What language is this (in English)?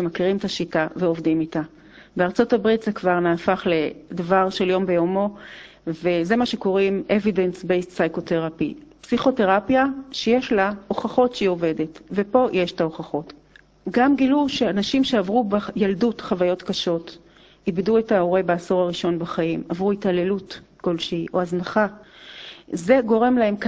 Hebrew